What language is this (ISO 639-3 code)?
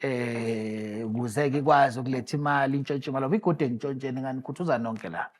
zul